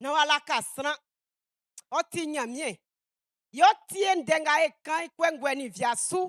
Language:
Baoulé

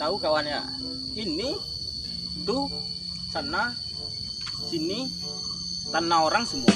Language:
Minangkabau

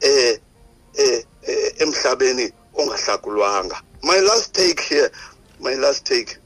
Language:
Xhosa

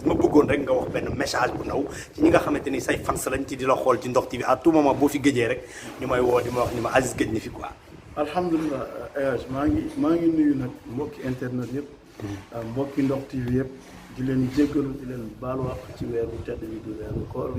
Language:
Wolof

